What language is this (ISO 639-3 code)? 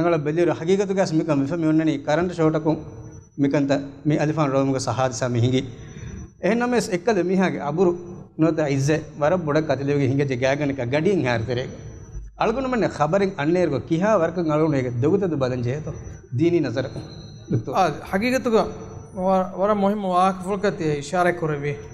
div